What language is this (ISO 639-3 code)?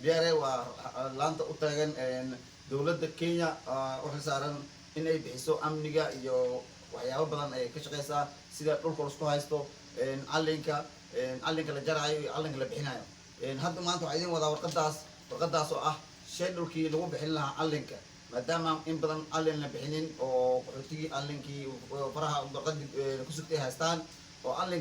som